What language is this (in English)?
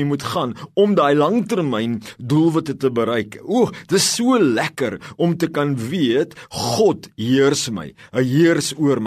Afrikaans